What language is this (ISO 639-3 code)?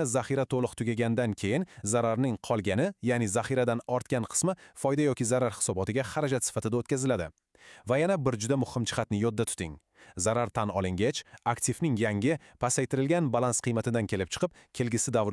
uzb